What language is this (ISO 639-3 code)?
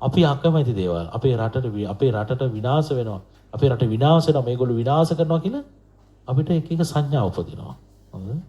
sin